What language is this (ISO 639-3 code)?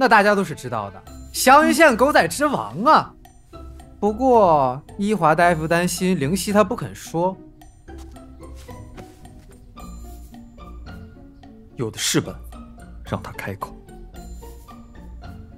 zho